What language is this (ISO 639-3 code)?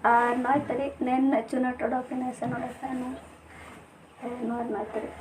sat